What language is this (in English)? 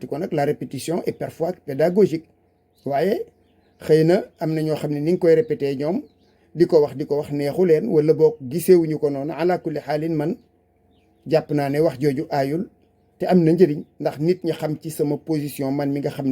Wolof